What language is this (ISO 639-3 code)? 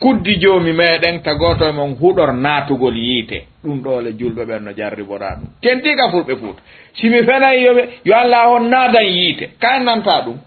ful